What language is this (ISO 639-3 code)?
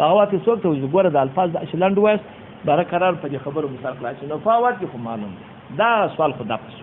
pus